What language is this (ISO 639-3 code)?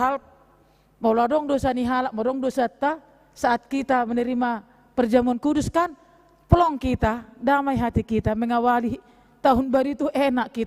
bbc